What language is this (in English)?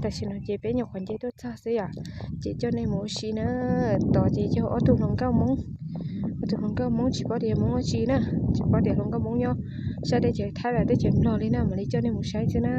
Hmong